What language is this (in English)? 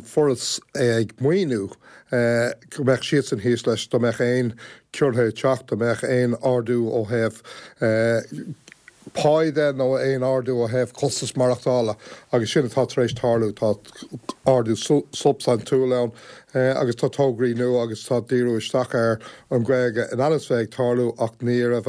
Irish